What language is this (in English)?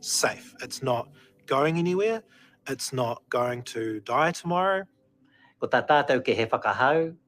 Māori